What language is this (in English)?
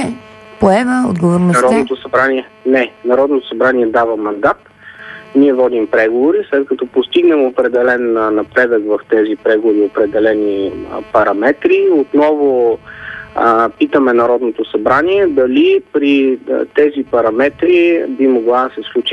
Bulgarian